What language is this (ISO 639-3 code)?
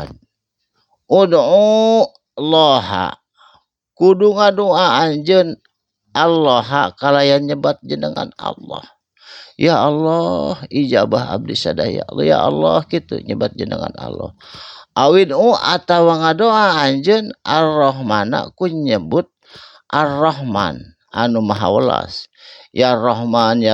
sun